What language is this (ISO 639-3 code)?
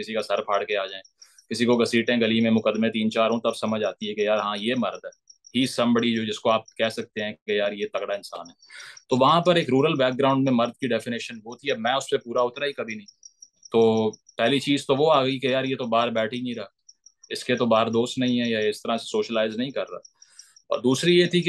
urd